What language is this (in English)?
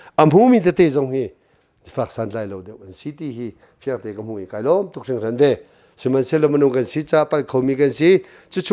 Hakha Chin